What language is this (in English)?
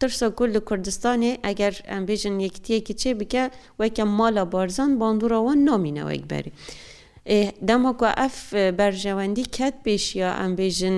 Kurdish